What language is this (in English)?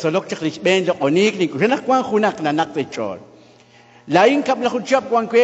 Kekchí